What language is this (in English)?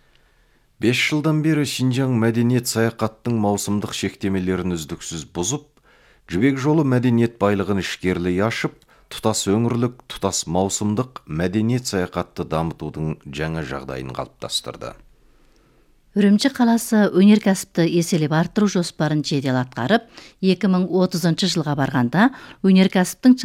Kazakh